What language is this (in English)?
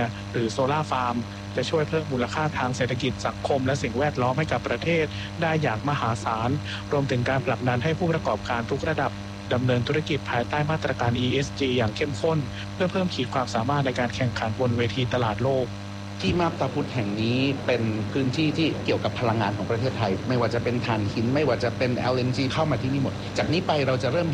Thai